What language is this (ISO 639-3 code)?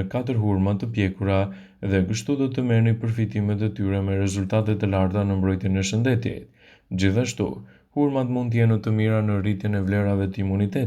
sqi